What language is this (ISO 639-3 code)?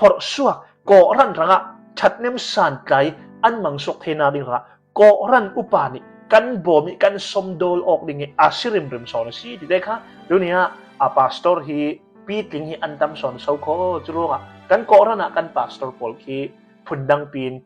cnh